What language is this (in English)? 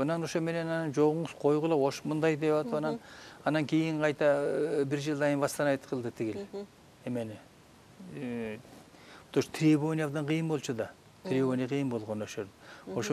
Kyrgyz